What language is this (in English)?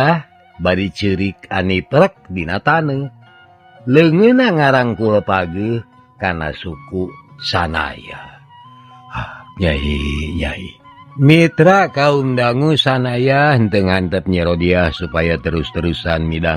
Sundanese